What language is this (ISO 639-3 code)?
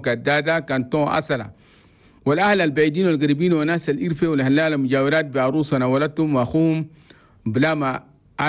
shu